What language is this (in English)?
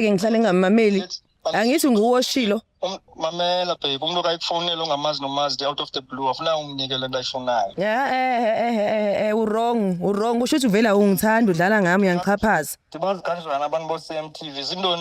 Zulu